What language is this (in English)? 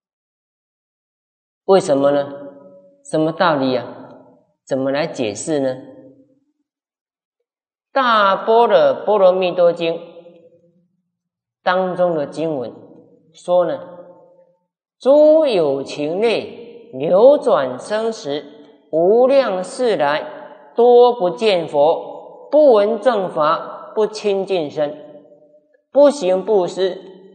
Chinese